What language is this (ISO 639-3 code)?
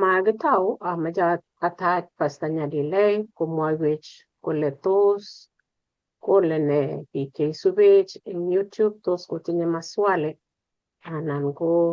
kln